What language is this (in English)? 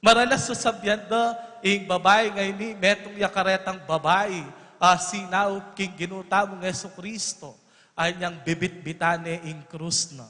Pampanga